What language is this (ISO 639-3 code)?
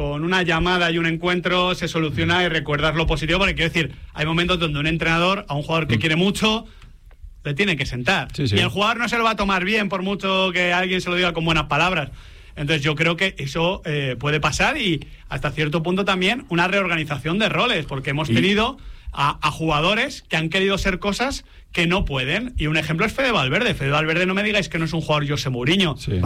spa